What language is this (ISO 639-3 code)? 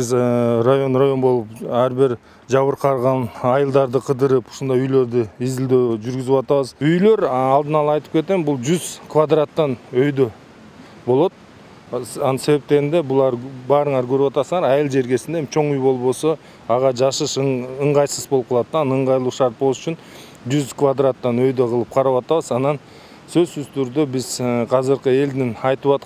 kir